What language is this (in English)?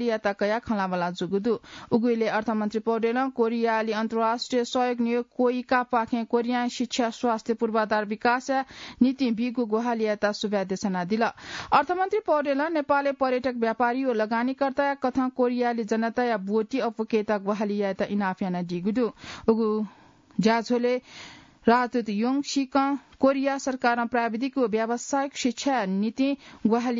Newari